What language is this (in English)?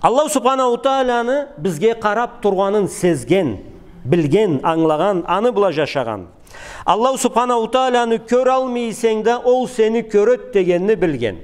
Karachay-Balkar